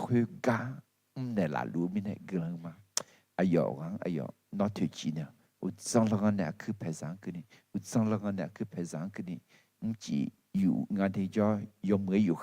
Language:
Akha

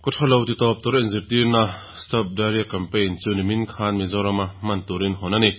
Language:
Mizo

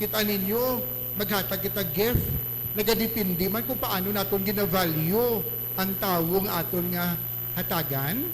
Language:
Hiligaynon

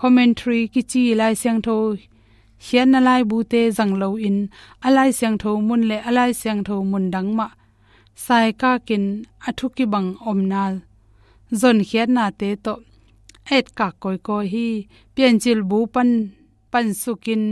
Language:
Tedim Chin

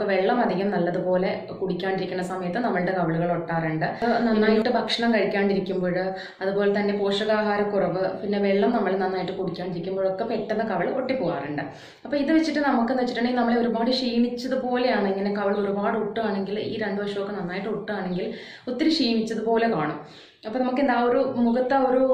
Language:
Malayalam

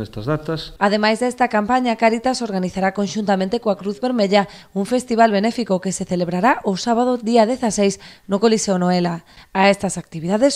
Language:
Galician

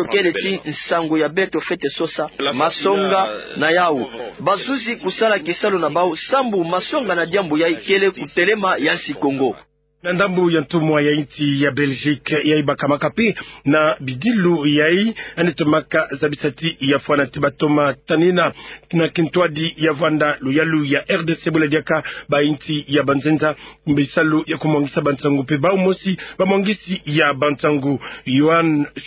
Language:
Kituba (Democratic Republic of Congo)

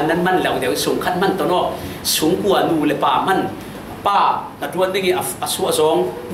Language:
Falam Chin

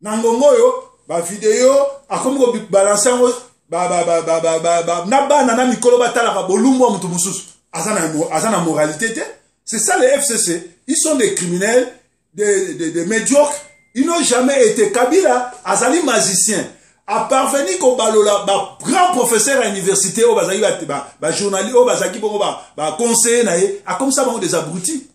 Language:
Lingala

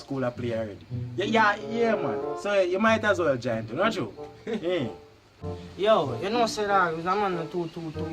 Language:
Jamaican Creole English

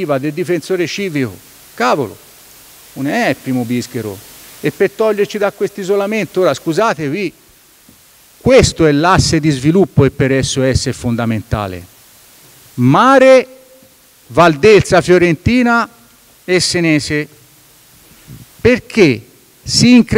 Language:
Italian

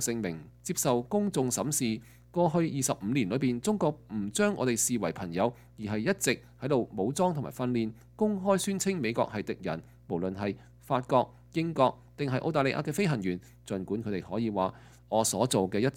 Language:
Cantonese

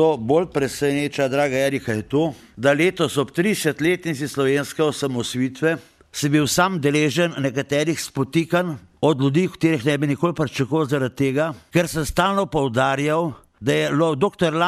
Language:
Slovenian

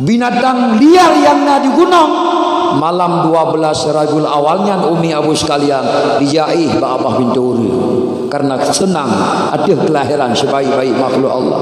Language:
Achinese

